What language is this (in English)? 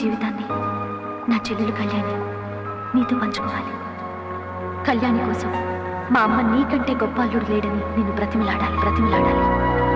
Telugu